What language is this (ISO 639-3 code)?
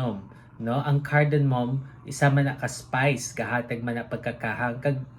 hil